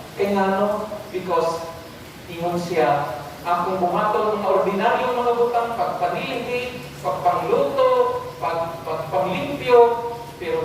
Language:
Cebuano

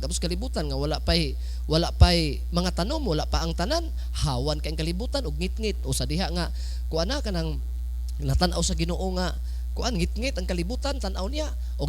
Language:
Cebuano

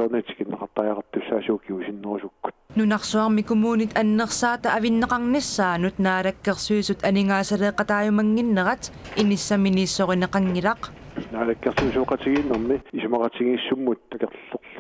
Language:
Kalaallisut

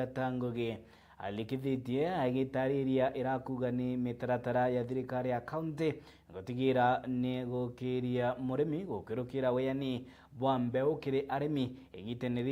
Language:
Meru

